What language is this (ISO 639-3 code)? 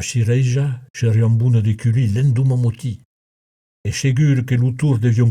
oci